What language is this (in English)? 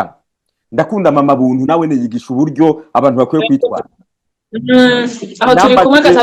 Rundi